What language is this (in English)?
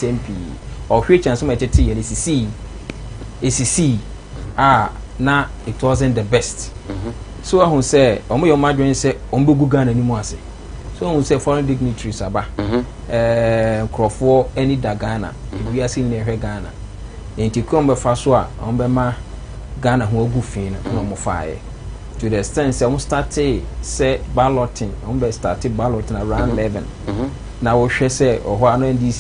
Akan